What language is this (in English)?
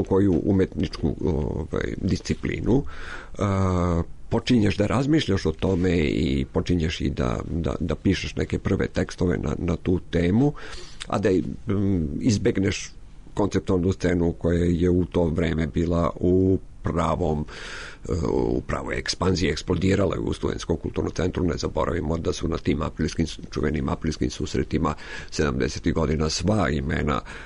Serbian